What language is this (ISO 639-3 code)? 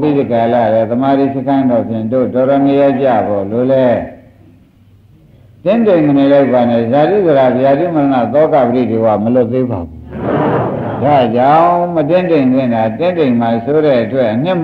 mya